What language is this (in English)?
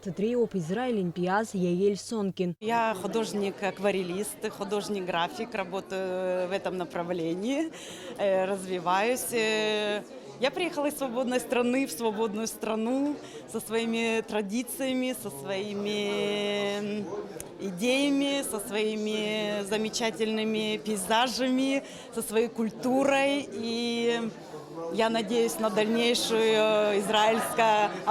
Abkhazian